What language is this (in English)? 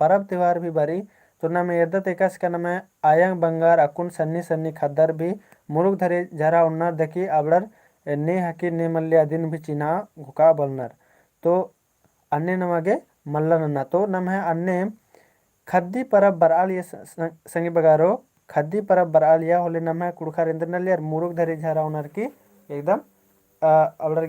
Kurukh